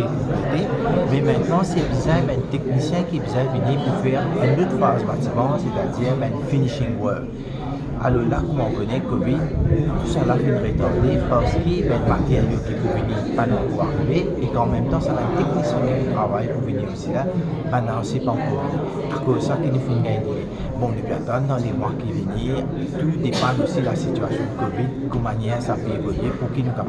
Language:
Morisyen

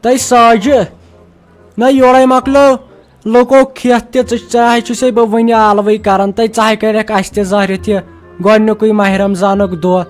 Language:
Kashmiri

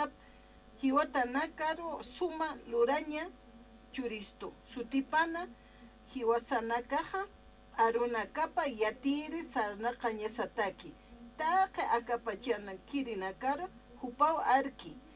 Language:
Aymara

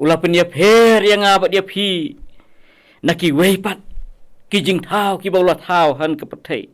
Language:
Khasi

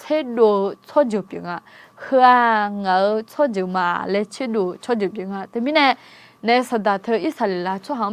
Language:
Akha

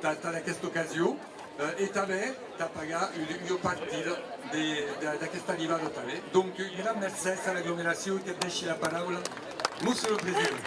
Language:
Occitan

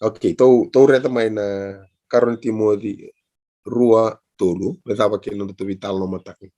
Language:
Fijian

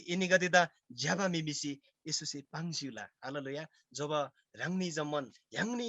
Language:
Eastern Tamang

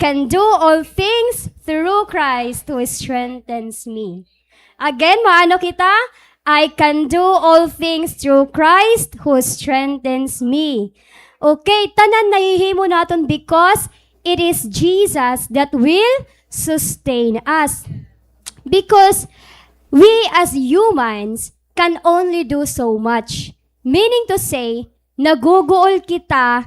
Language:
Waray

